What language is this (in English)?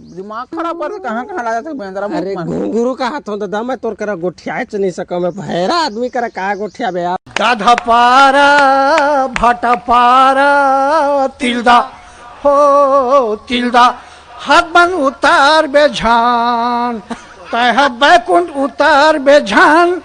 Chhattisgarhi